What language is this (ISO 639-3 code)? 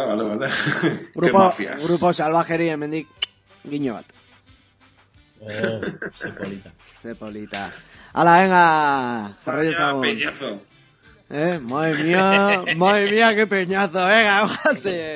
eus